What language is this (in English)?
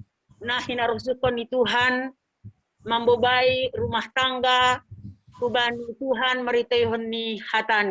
Batak Simalungun